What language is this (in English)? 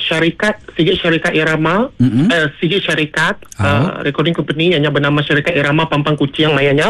Iban